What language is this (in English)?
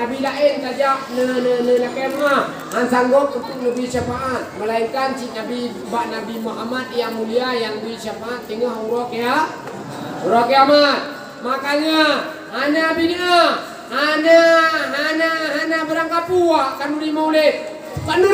Achinese